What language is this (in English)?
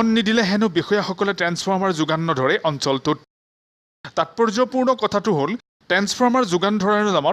Assamese